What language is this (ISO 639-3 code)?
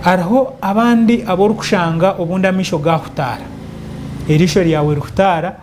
nyn